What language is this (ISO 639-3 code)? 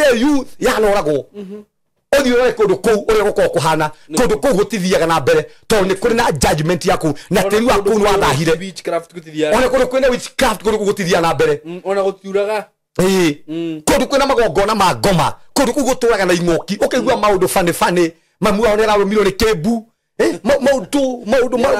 kik